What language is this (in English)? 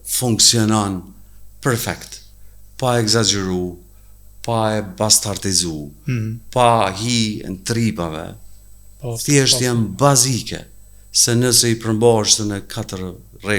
Albanian